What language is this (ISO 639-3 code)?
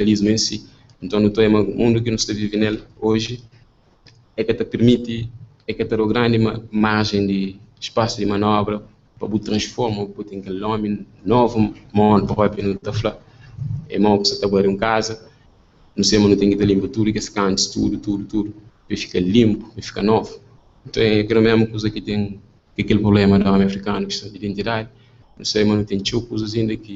kea